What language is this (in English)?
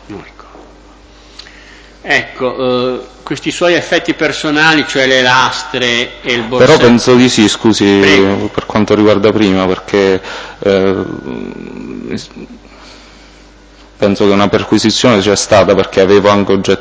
Italian